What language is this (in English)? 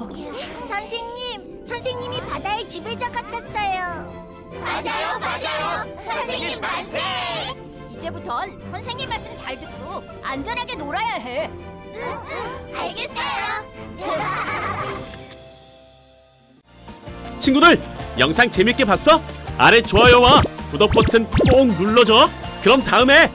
Korean